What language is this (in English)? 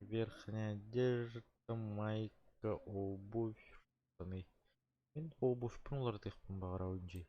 Yakut